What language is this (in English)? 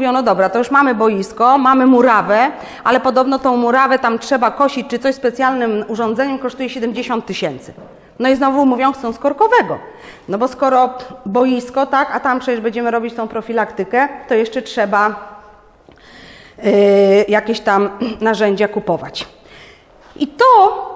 Polish